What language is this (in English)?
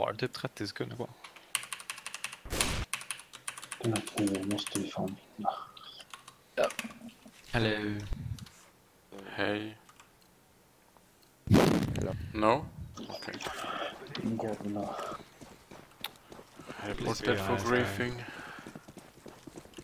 Swedish